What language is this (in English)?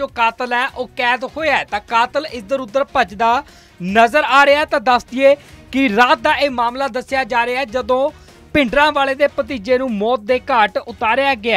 Punjabi